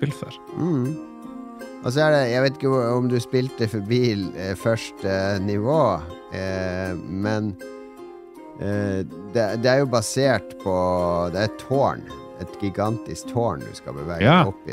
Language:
Norwegian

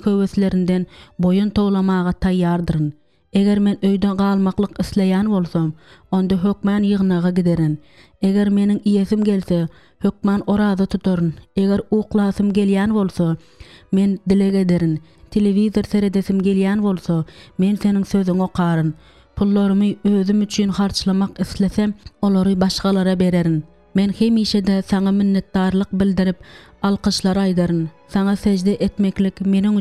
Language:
Turkmen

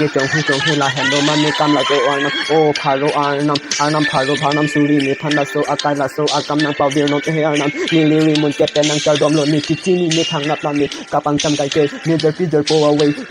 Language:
Karbi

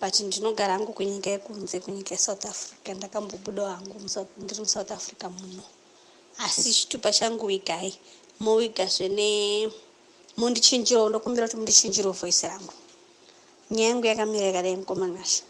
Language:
Shona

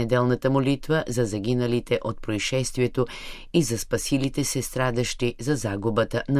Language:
Bulgarian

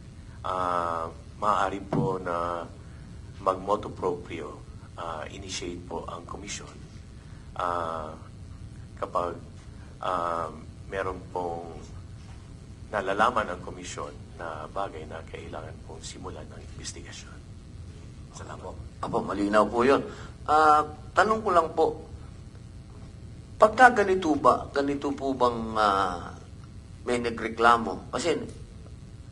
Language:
Filipino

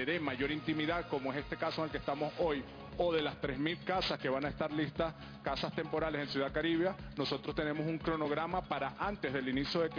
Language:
Spanish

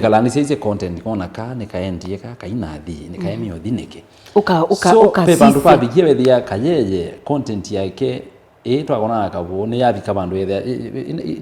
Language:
Kamba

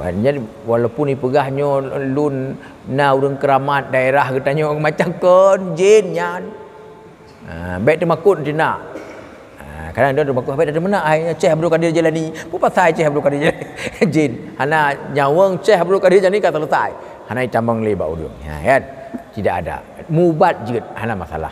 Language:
Achinese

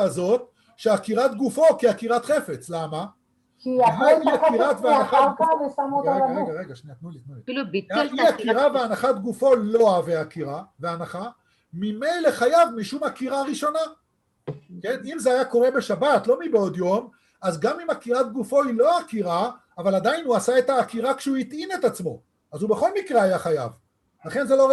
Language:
Hebrew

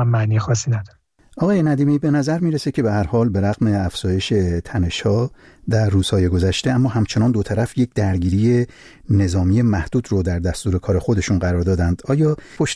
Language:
Persian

